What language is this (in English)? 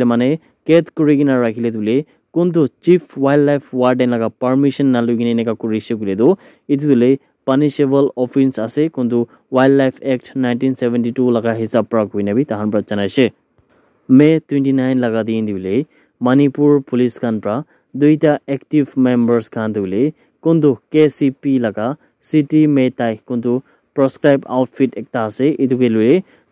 Naga Pidgin